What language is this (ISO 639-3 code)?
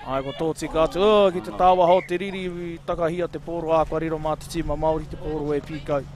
mri